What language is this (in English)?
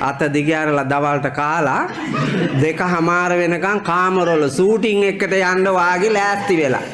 Sinhala